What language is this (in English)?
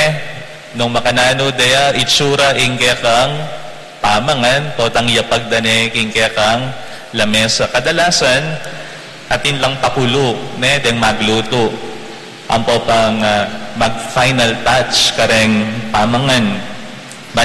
Pampanga